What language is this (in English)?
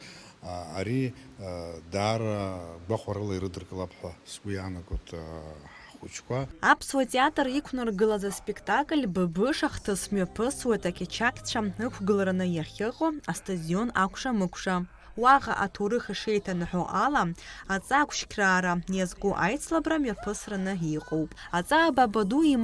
Abkhazian